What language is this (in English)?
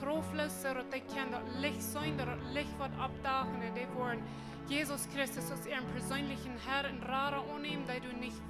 Plautdietsch